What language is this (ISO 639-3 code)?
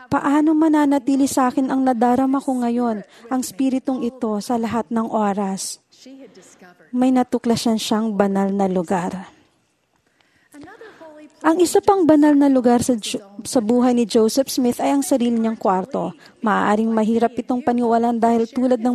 fil